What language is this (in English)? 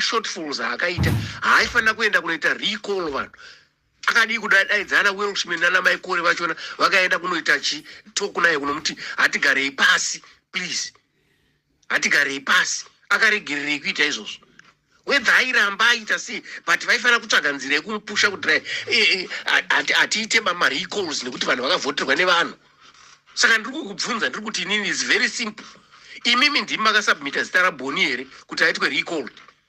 Shona